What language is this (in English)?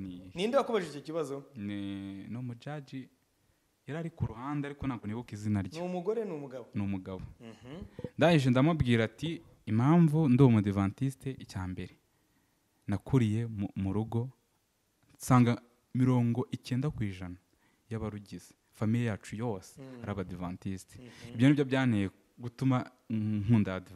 Kinyarwanda